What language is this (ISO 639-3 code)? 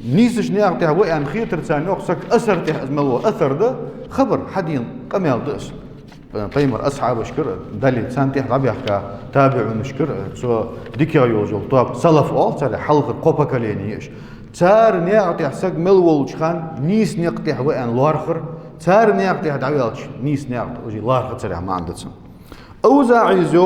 inh